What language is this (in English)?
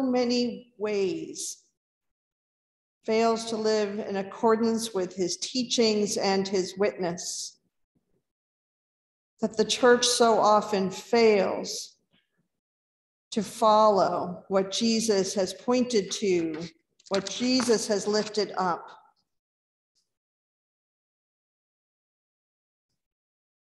English